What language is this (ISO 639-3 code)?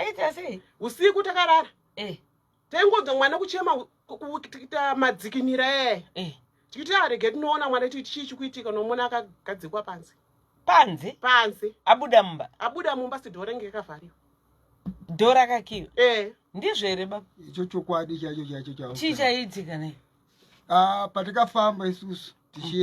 sna